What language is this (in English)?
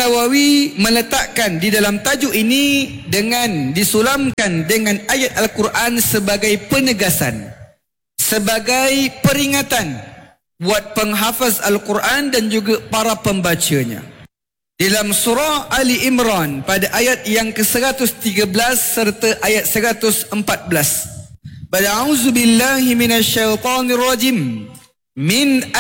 Malay